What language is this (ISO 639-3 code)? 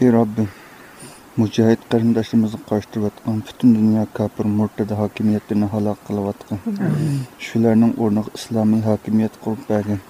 uig